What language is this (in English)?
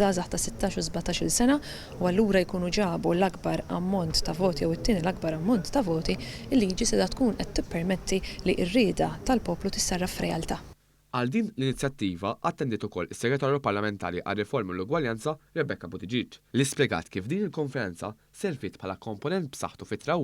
Maltese